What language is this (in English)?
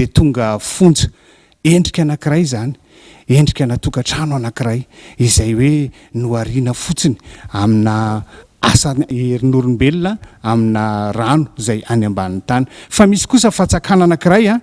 Malagasy